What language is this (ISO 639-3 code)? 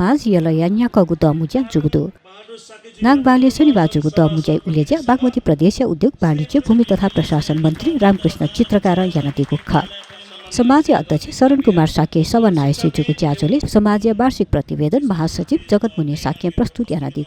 new